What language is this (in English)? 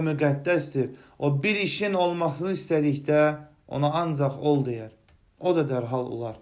Azerbaijani